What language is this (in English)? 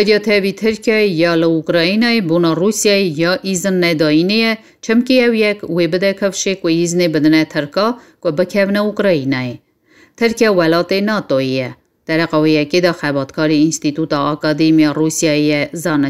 Kurdish